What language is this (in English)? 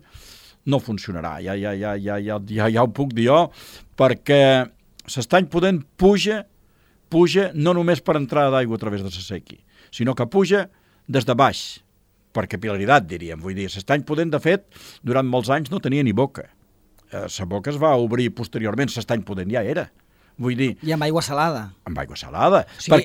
Catalan